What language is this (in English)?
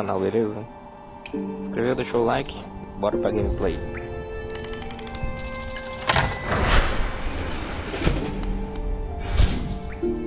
Portuguese